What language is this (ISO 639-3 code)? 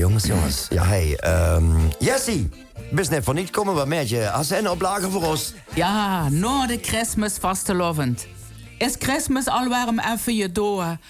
lim